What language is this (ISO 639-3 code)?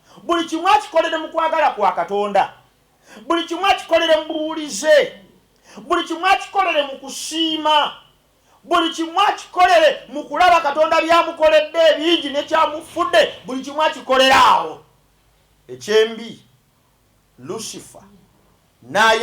lug